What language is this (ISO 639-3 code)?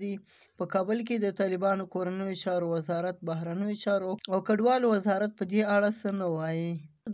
pus